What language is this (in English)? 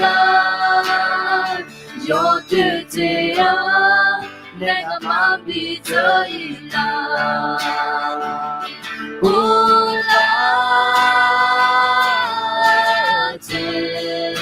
Akha